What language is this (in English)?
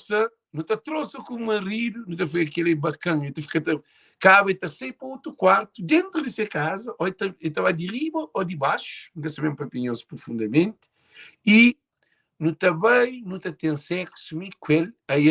Kabuverdianu